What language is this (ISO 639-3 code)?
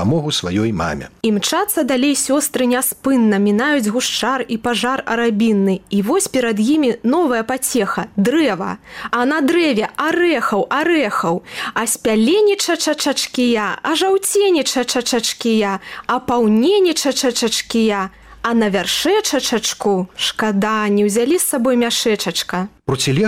bel